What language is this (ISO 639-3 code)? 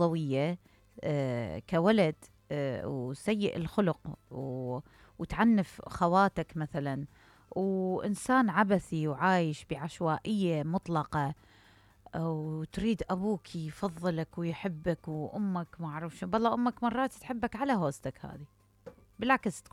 acm